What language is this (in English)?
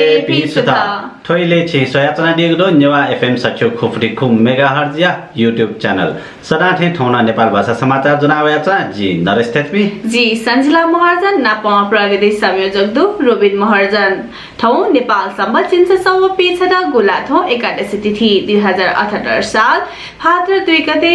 Newari